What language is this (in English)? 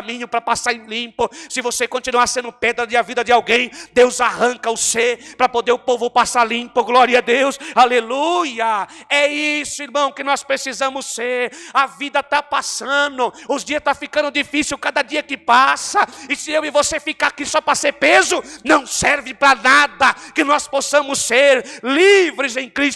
Portuguese